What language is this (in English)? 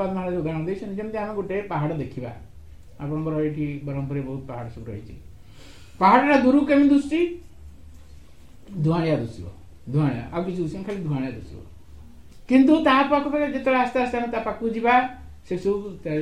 Odia